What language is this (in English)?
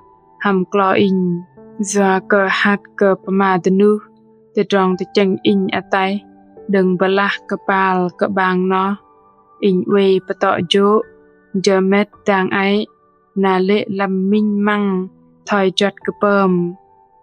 Bahnar